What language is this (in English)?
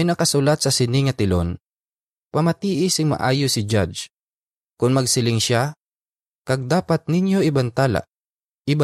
Hiligaynon